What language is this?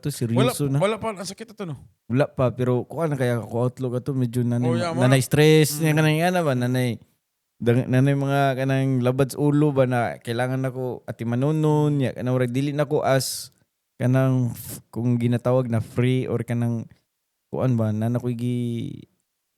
Cebuano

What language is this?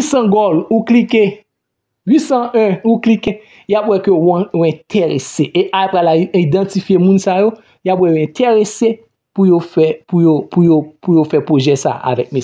Haitian Creole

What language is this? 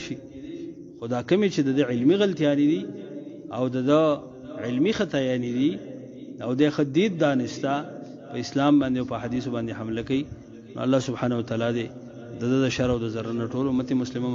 Pashto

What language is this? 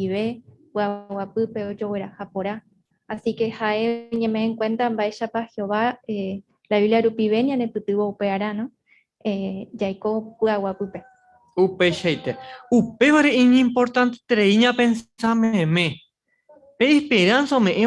Guarani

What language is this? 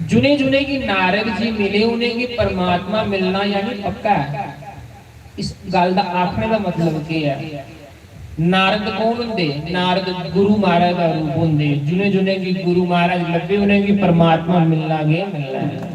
Dogri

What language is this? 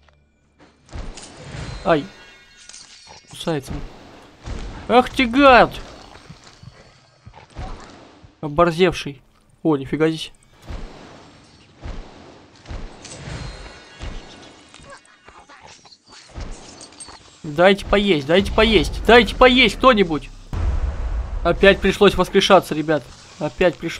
Russian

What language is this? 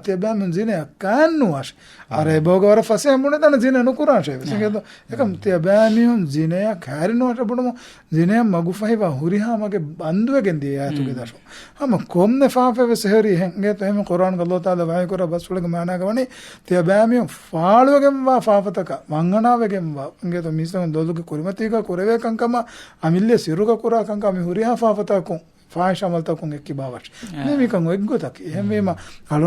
Divehi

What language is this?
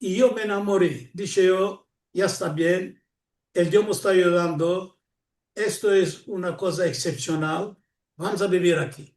Ladino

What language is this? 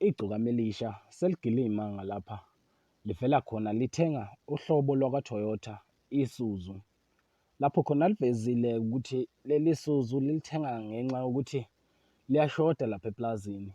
Zulu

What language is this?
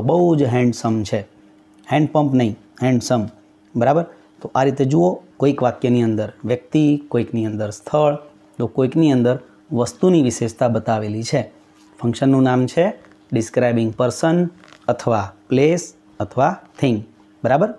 Gujarati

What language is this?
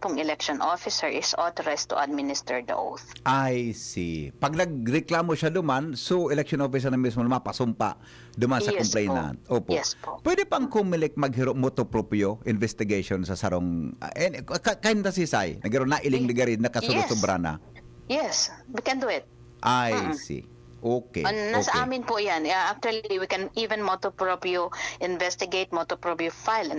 Bikol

